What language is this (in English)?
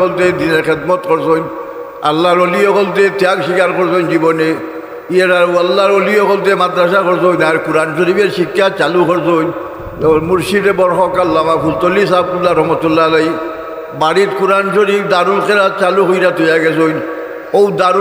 Sylheti